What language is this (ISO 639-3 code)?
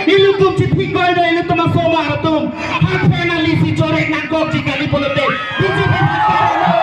mjw